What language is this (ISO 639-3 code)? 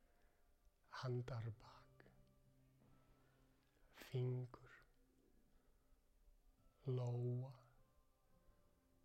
isl